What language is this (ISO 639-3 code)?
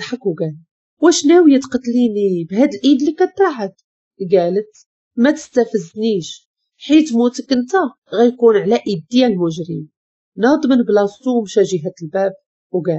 ary